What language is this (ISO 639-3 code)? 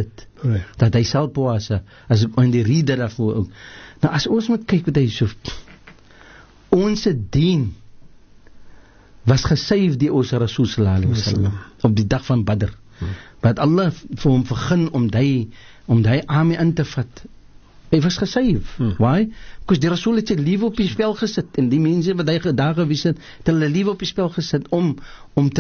afr